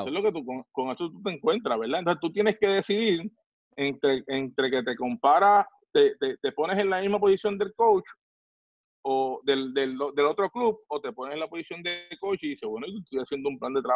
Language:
Spanish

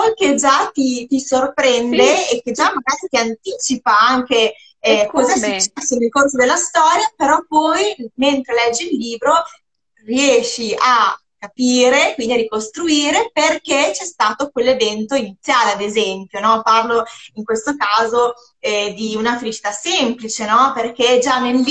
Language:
Italian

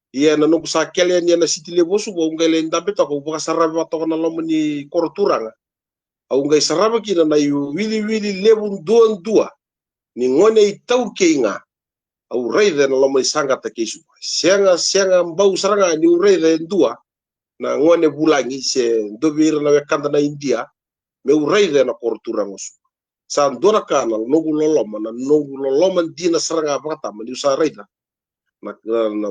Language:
Fijian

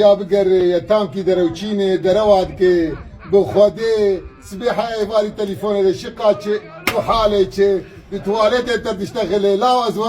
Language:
Kurdish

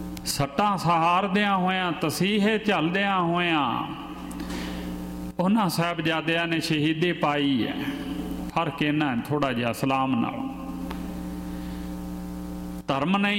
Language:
Punjabi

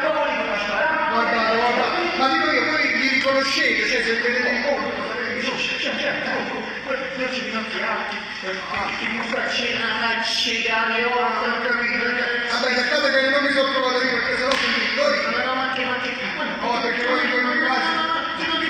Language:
Neapolitan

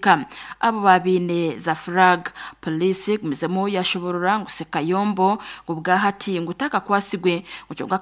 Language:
Nyankole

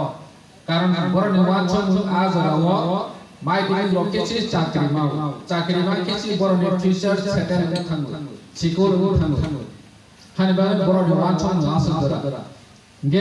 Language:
Kok Borok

